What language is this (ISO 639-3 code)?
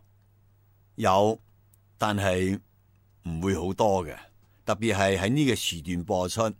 yue